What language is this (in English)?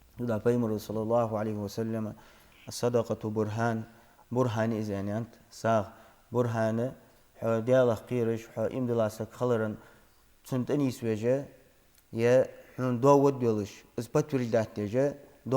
Ingush